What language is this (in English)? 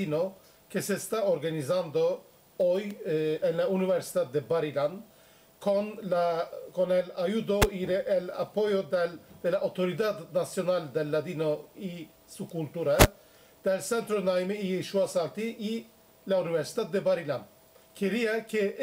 Ladino